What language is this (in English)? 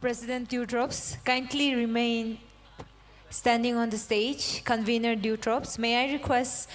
Tangkhul Naga (India)